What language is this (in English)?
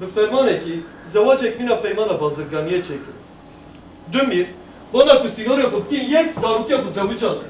Kurdish